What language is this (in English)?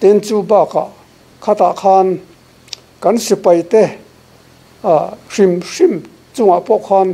Mizo